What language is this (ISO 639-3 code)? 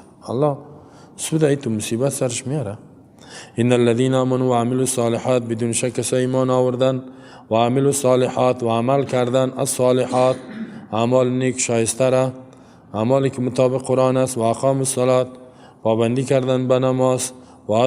fas